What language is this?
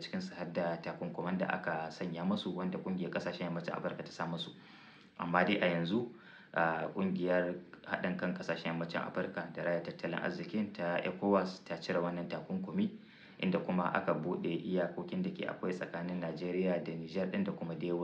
Hausa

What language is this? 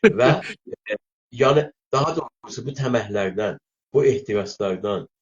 South Azerbaijani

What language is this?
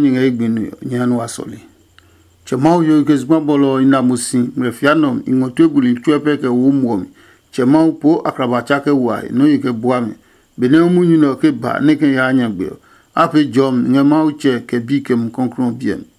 Adangme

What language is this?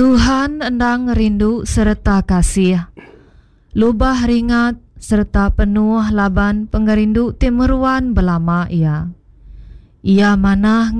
Iban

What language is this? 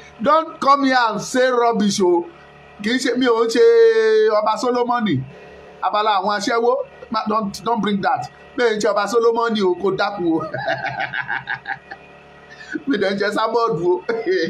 Yoruba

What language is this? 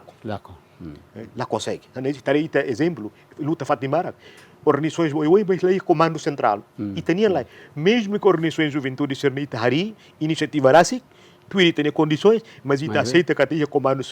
Tetum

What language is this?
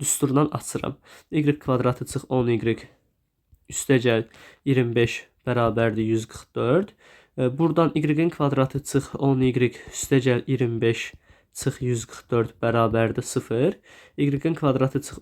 Azerbaijani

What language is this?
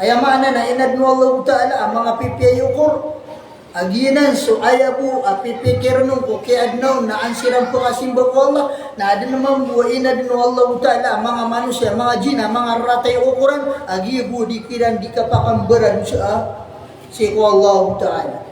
Maranao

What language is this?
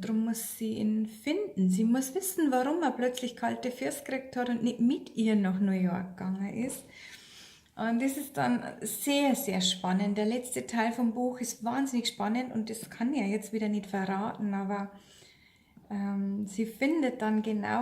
Bavarian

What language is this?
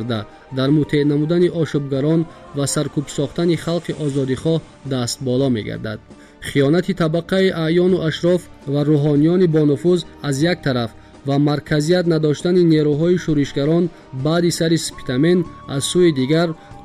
Tajik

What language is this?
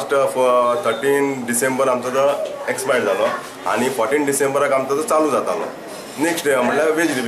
Konkani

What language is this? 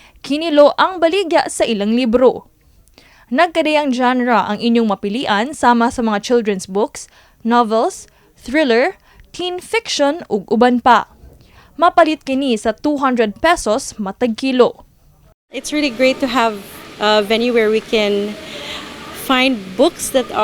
Cebuano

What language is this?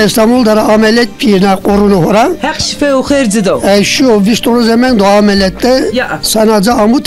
Zaza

